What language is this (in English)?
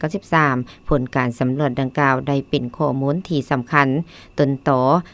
Lao